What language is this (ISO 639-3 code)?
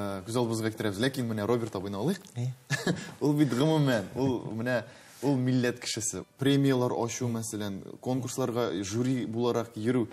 tat